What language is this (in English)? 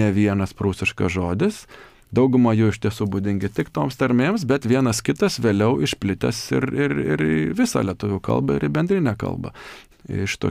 Lithuanian